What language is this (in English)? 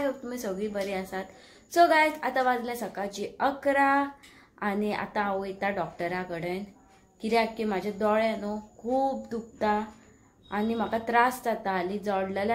Konkani